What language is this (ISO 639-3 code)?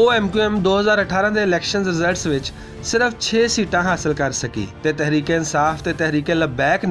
lah